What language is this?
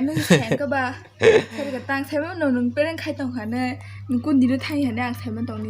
Kok Borok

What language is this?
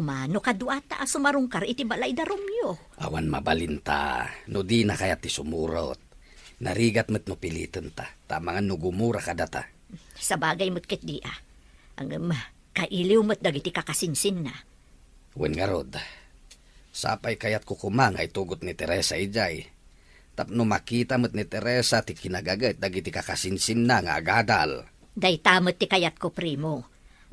Iloko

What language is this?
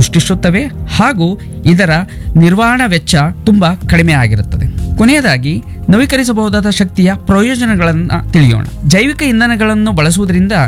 Kannada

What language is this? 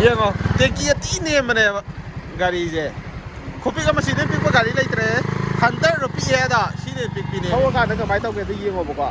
Manipuri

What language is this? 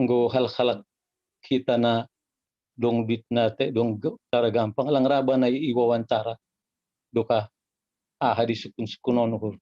Batak Simalungun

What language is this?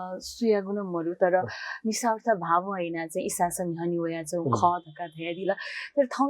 Newari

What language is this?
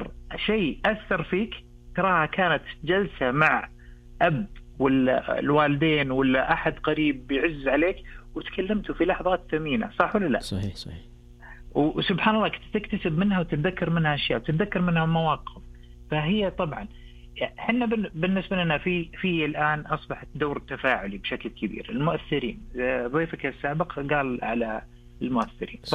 Najdi Arabic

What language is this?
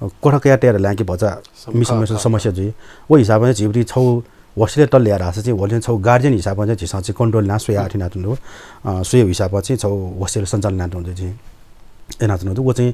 Newari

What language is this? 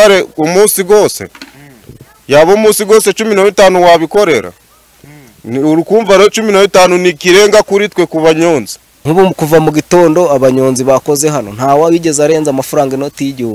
Kinyarwanda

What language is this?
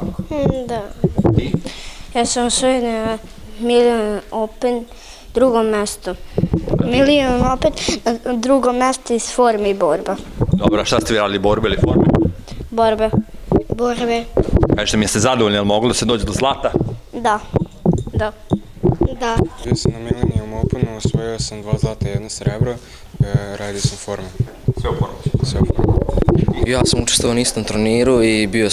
Serbian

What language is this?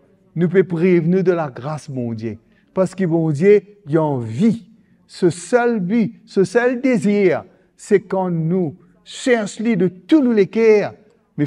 Morisyen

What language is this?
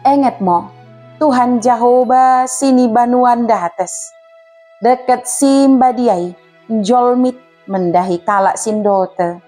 Batak Dairi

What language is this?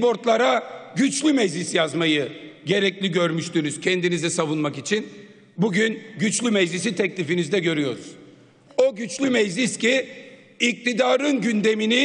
Turkish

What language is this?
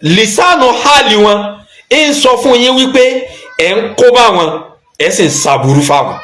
Yoruba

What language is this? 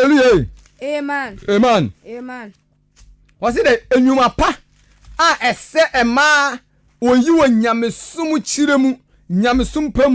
Akan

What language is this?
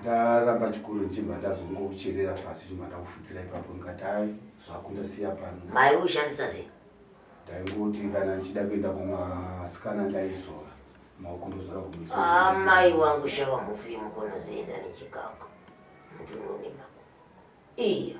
Shona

